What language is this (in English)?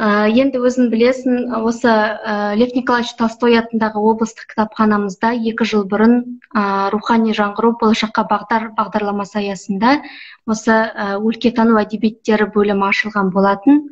Kazakh